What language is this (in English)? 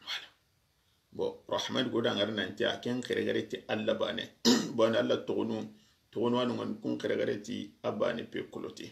Soninke